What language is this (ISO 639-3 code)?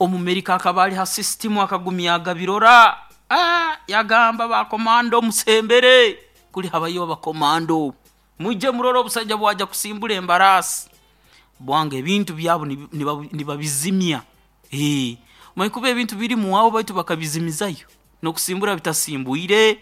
nyo